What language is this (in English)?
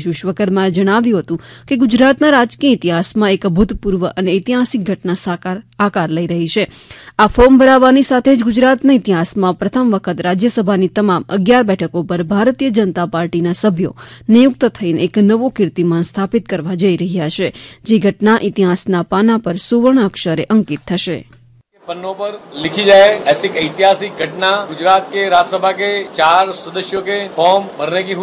Gujarati